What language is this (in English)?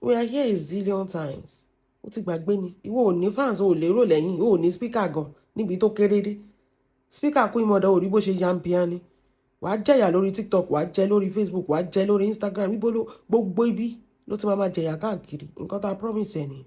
Yoruba